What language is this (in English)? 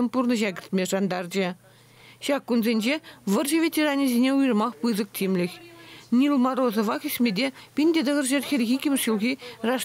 Chuvash